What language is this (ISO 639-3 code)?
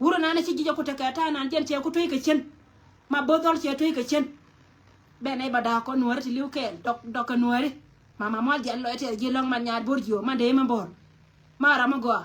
nus